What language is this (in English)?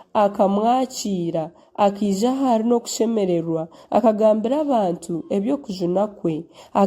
Nyankole